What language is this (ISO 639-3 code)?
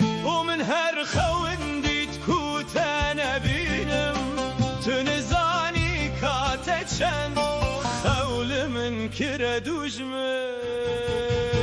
kur